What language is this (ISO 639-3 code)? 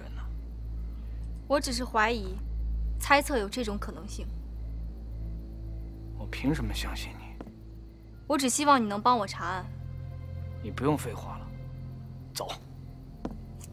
zho